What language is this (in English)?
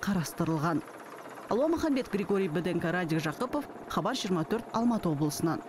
Kazakh